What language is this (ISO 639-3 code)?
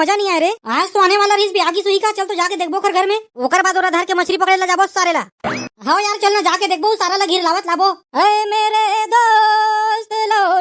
hne